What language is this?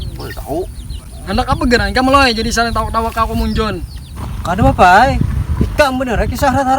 Banjar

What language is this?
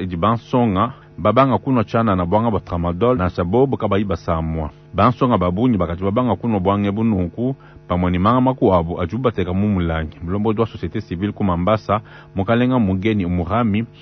Luba-Lulua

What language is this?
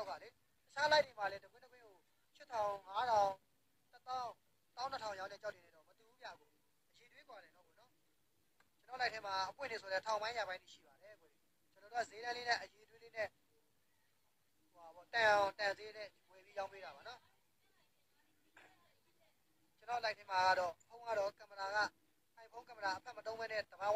Burmese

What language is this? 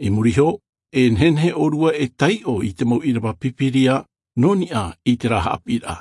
Tahitian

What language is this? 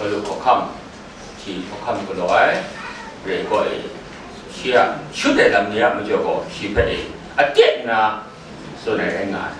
Kachin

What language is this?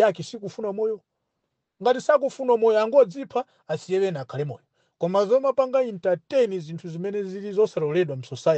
Nyanja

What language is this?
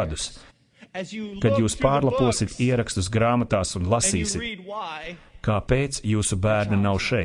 Latvian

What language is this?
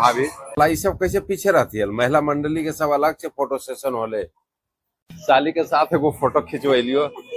Magahi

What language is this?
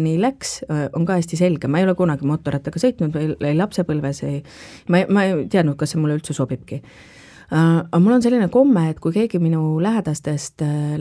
Estonian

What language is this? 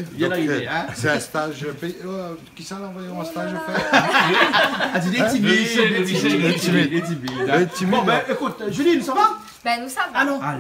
Réunion Creole French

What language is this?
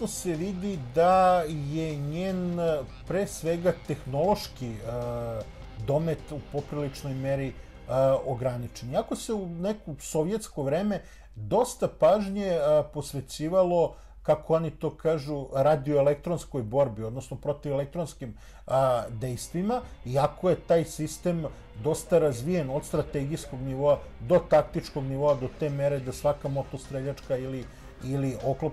Serbian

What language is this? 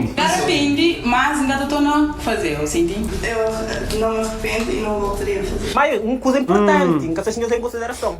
Kabuverdianu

